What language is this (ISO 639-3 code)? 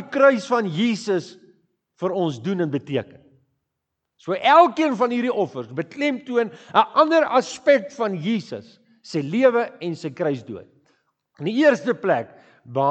afr